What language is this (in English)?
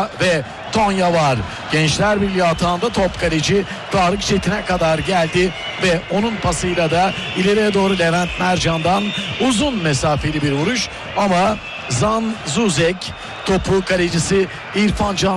Turkish